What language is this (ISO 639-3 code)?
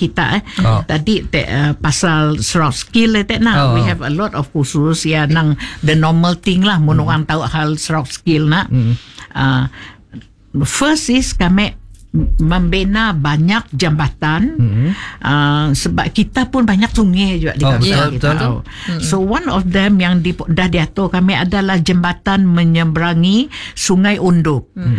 msa